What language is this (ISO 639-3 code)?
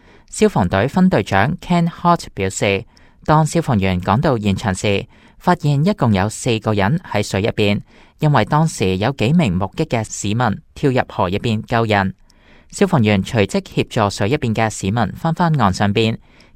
yue